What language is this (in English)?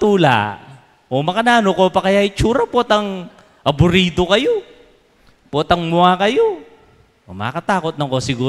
Pampanga